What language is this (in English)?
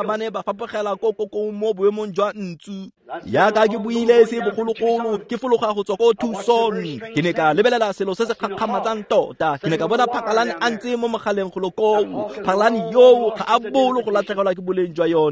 Tswana